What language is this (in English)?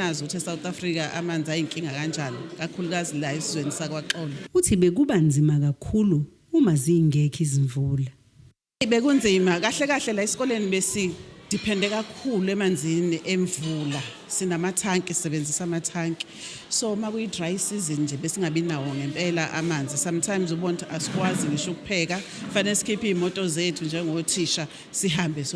Zulu